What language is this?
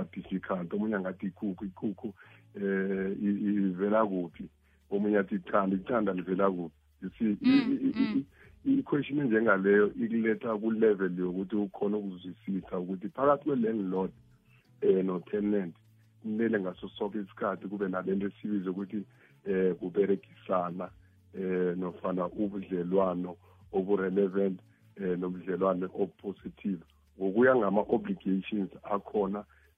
South Ndebele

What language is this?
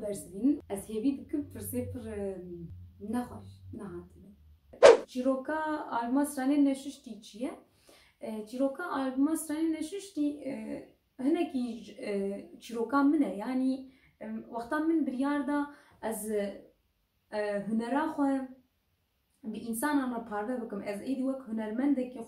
Kurdish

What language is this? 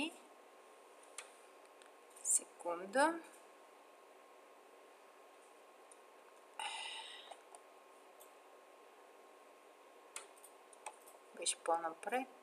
Bulgarian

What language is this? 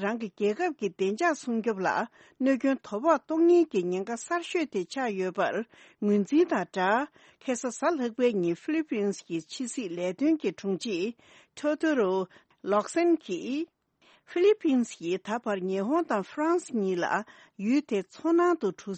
Tibetan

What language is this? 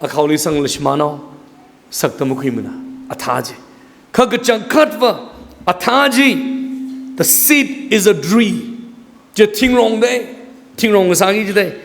Tangkhul Naga (India)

